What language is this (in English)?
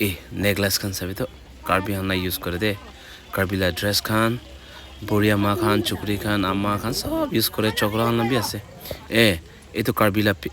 Naga Pidgin